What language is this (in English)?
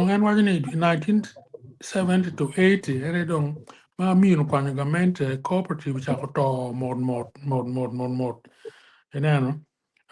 Acoli